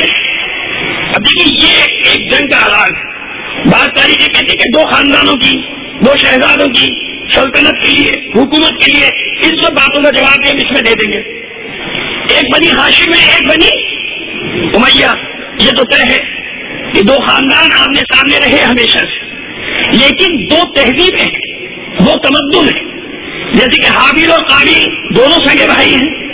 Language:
Urdu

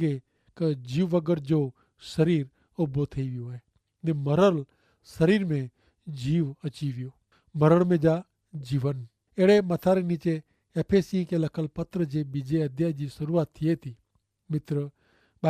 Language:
Kachhi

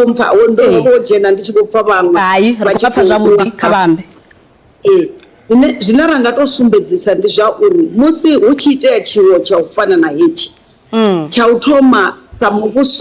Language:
Venda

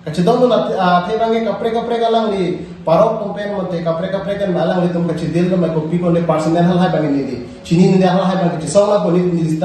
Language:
Karbi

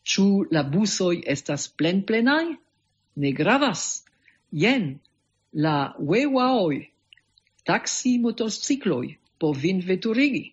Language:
Esperanto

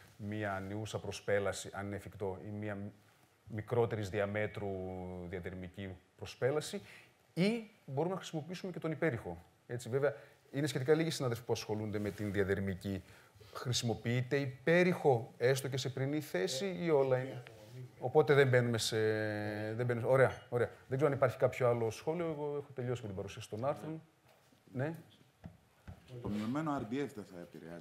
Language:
Greek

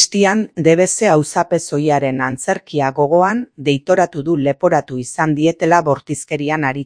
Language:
Basque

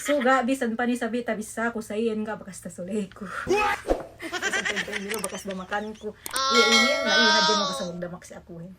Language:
Yakan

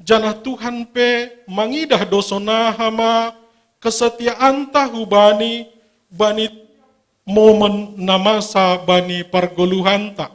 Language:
Batak Simalungun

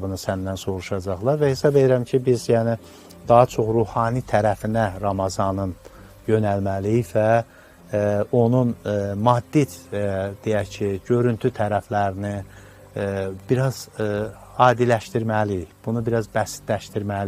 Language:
Azerbaijani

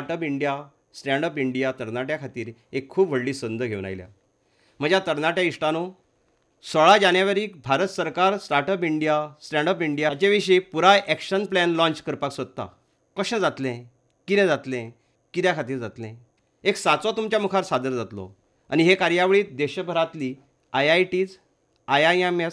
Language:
Konkani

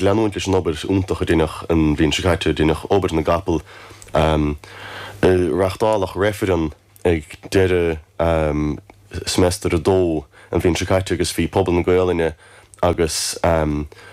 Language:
Irish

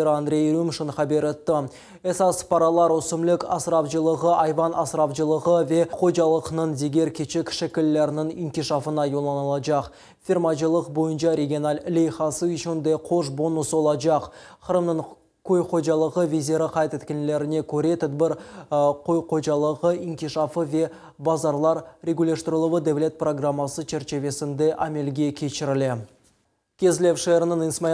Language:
Crimean Tatar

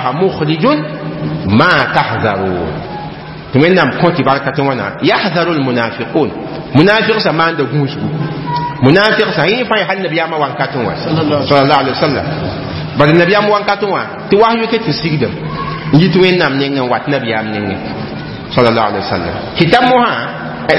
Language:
Mossi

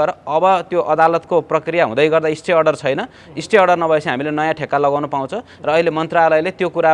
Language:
Nepali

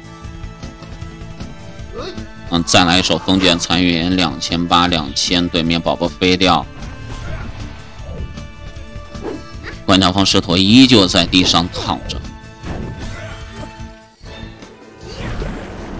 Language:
Chinese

